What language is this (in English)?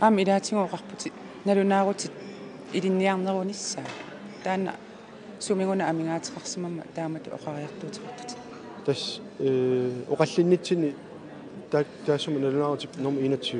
Kalaallisut